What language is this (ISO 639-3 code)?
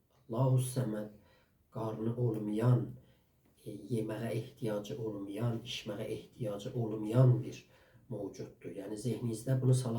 azb